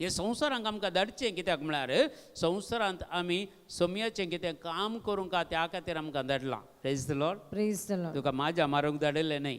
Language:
Konkani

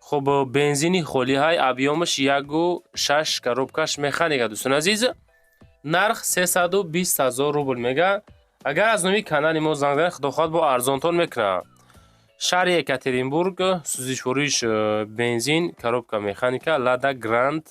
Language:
Tajik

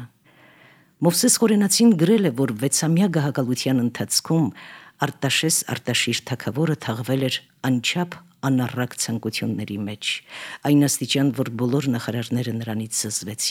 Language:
Armenian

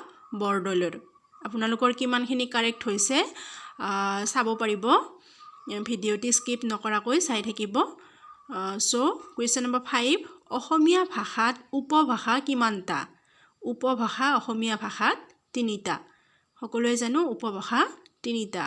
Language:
Assamese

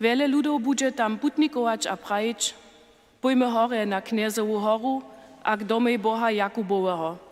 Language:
Upper Sorbian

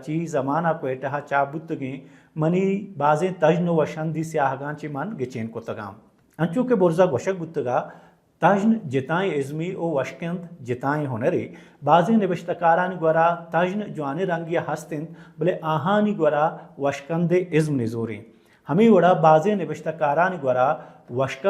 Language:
Baluchi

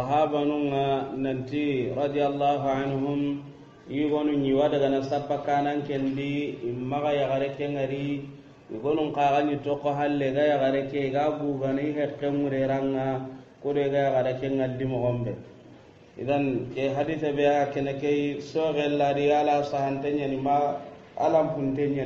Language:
Soninke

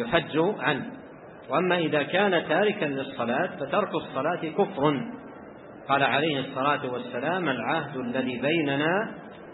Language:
Arabic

